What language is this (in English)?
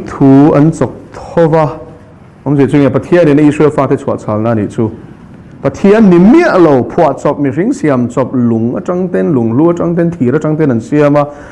Mizo